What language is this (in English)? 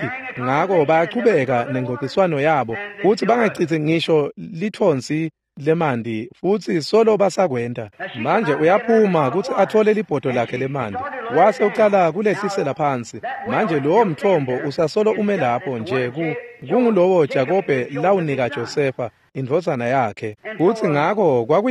Swati